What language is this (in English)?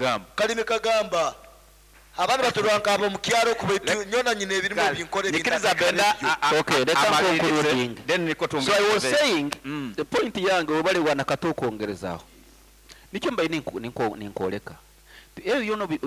Nyankole